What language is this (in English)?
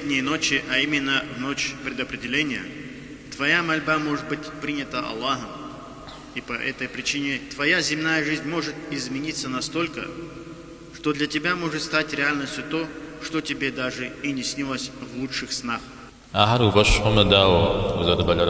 Kabardian